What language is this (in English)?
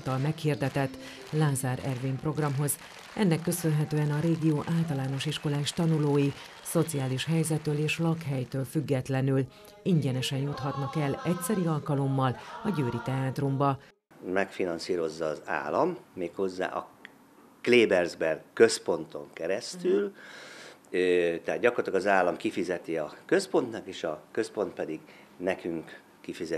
Hungarian